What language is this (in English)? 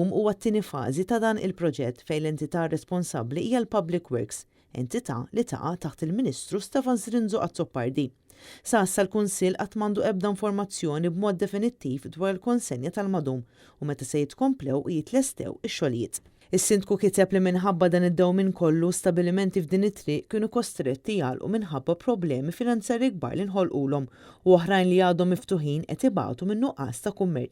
Maltese